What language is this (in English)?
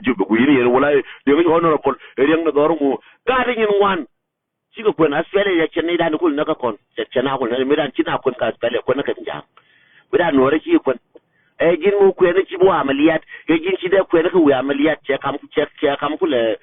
Nuer